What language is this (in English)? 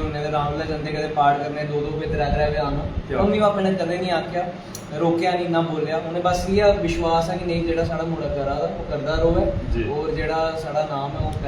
Dogri